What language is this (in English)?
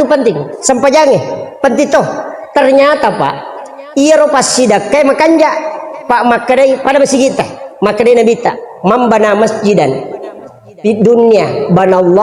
Buginese